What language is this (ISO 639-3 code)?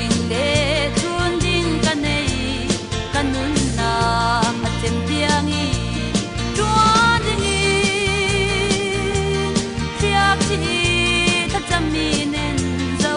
cfm